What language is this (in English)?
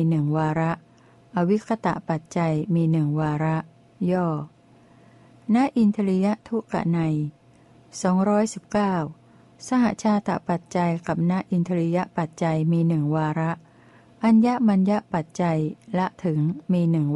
Thai